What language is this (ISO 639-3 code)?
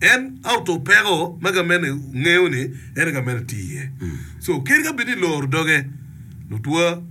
ach